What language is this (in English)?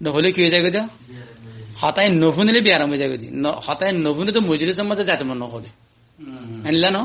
Rohingya